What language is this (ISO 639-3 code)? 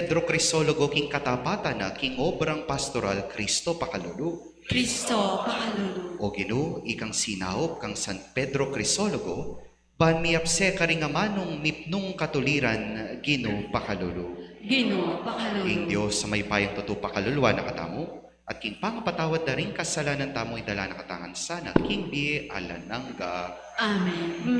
pam